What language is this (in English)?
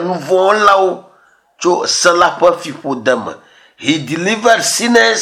Ewe